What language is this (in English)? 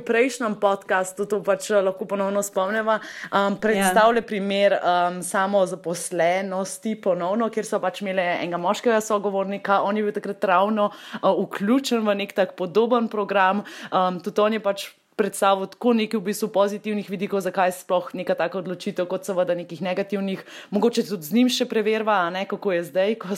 Slovenian